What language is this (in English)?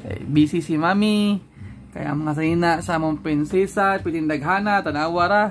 Cebuano